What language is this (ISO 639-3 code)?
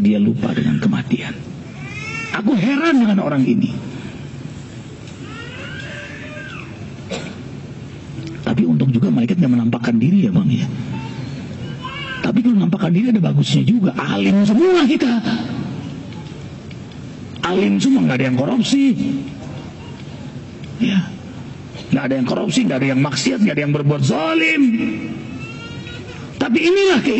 ind